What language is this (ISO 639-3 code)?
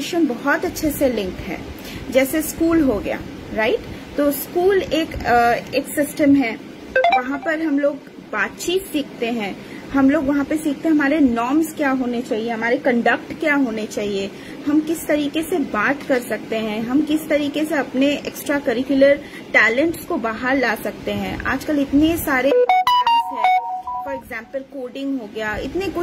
hin